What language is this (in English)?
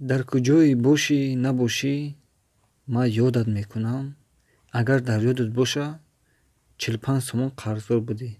Tajik